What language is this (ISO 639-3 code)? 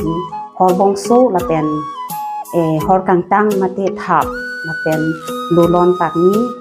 mjw